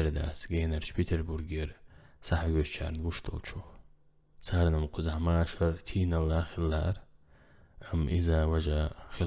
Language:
Chechen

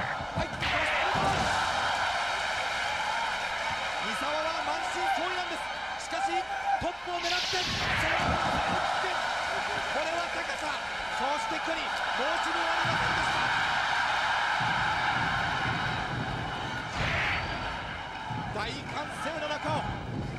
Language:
Japanese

